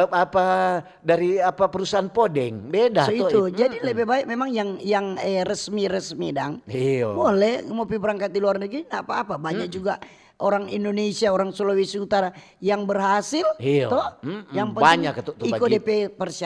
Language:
Manado Malay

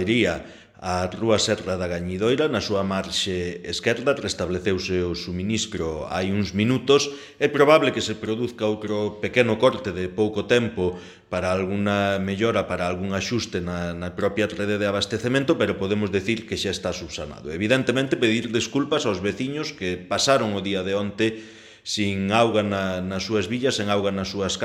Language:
Galician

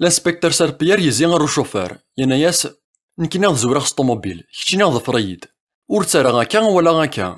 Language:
Kabyle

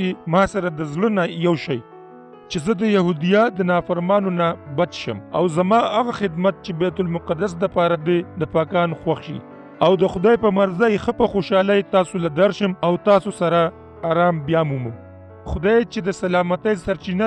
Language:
Pashto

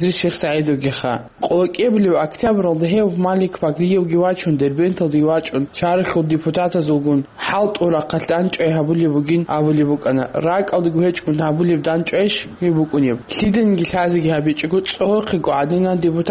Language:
Avaric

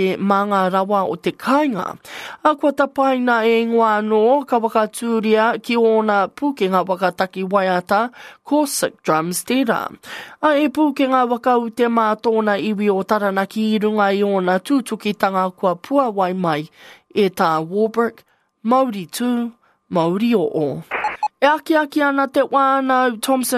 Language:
Māori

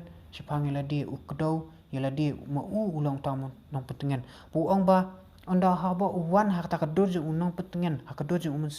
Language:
Khasi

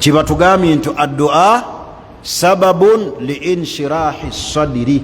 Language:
Ganda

